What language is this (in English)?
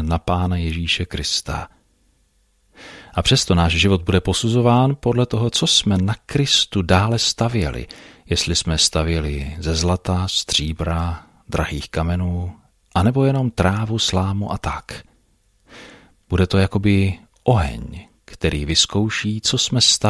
Czech